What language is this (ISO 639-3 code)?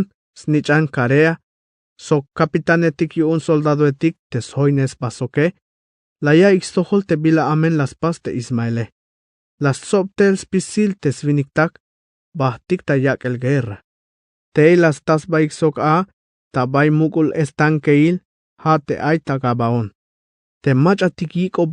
tzh